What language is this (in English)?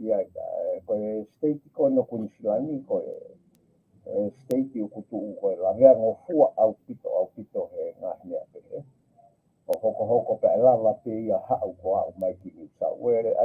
Tongan